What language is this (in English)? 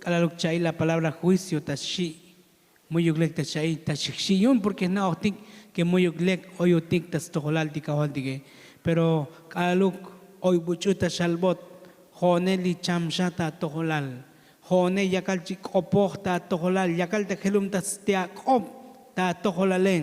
Tzotzil